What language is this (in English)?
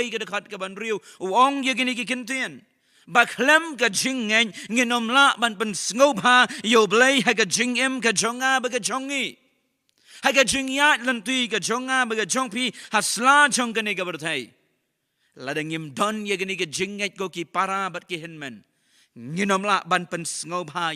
Khasi